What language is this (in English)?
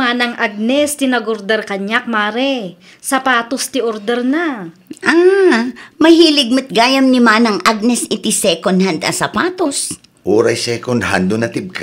Iloko